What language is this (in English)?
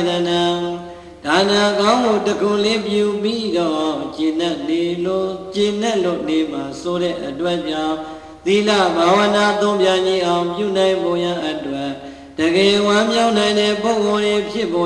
Burmese